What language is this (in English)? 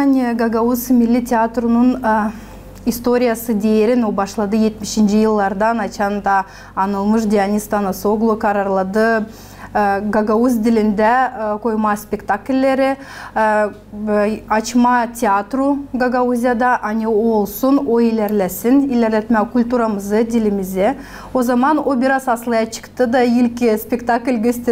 Gagauz